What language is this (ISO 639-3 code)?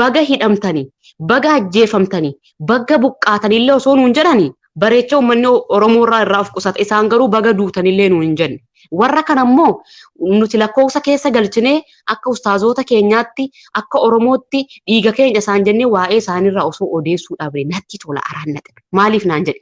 orm